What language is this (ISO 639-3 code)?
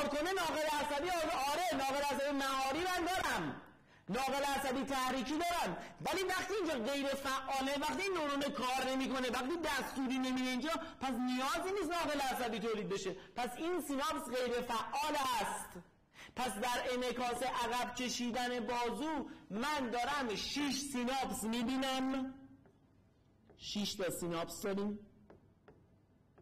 fas